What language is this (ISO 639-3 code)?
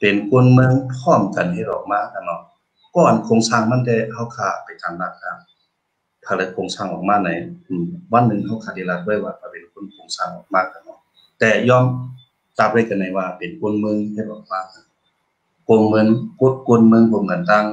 shn